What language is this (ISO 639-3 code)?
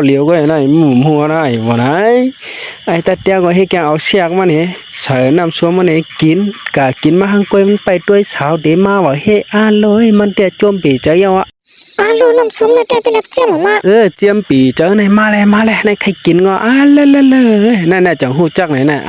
shn